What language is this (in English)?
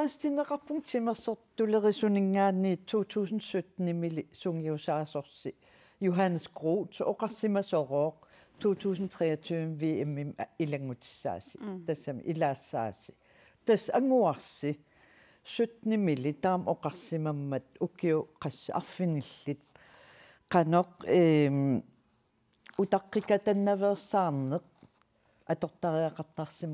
Kalaallisut